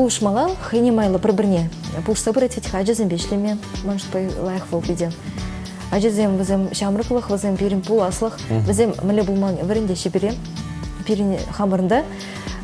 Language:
Chuvash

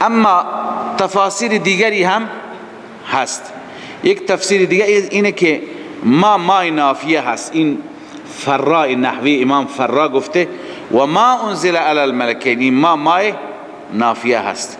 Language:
Persian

